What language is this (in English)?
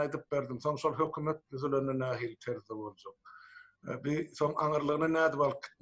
Turkmen